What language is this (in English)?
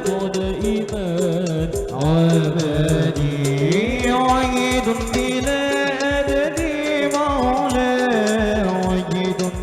Banjar